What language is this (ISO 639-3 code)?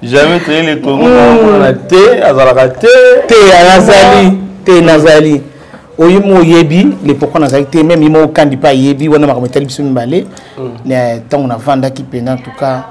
lin